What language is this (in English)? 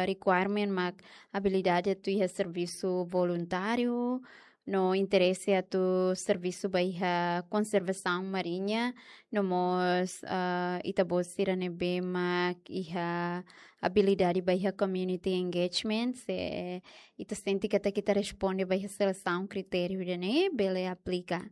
Tetum